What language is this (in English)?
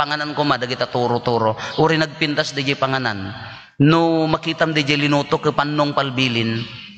Iloko